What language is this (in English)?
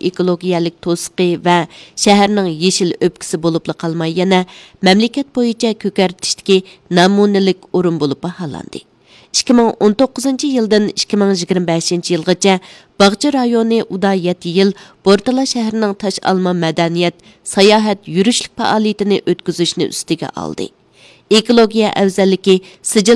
Uyghur